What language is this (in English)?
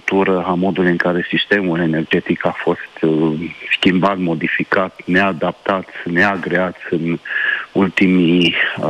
Romanian